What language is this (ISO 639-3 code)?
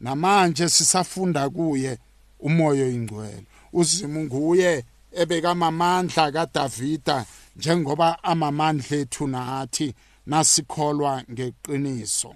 nbl